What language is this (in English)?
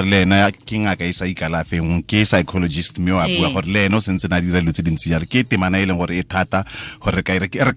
Tswana